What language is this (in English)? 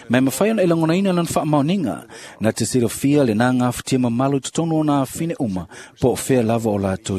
Samoan